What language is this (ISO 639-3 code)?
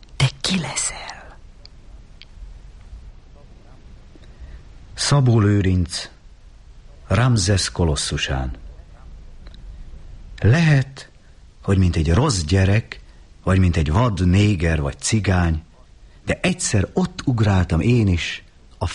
hun